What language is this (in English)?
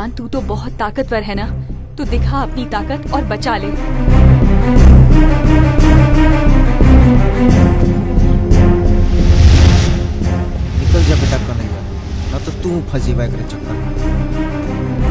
Bhojpuri